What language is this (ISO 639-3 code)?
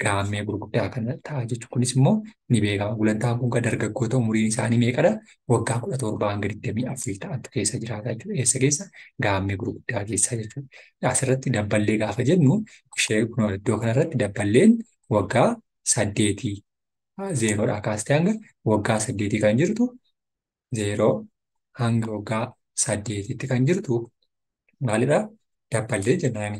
orm